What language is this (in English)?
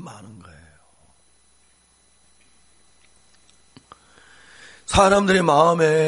Korean